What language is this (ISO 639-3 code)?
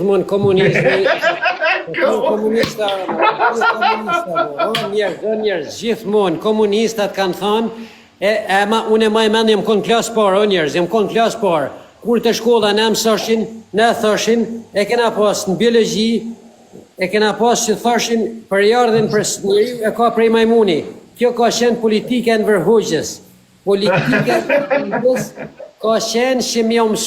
sqi